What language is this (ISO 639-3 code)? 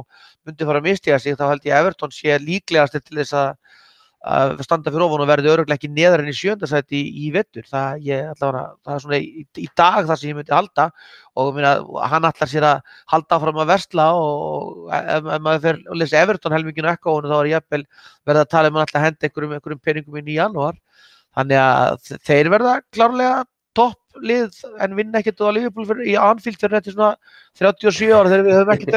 isl